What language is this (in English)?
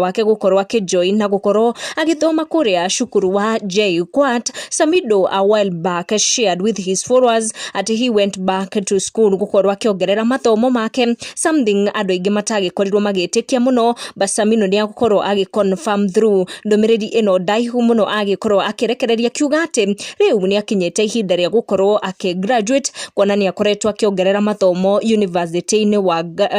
Kikuyu